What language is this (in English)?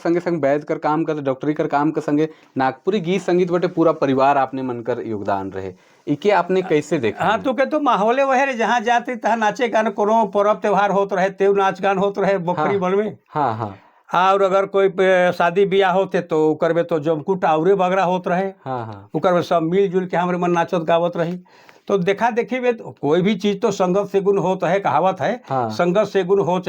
Sadri